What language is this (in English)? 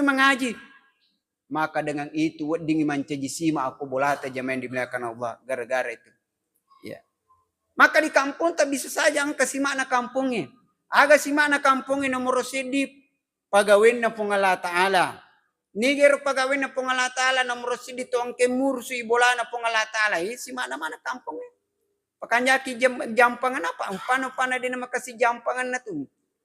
Buginese